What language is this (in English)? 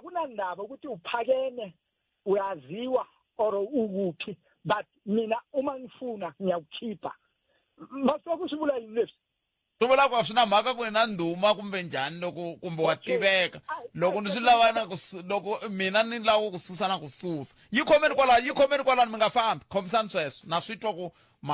Tsonga